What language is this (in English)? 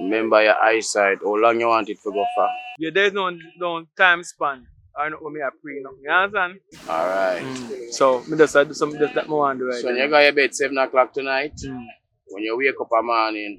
Jamaican Creole English